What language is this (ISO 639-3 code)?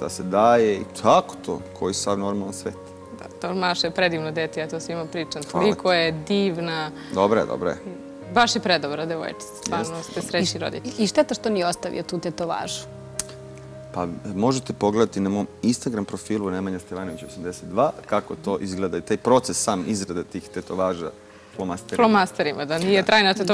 srp